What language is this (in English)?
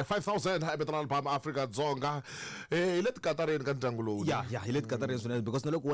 Tsonga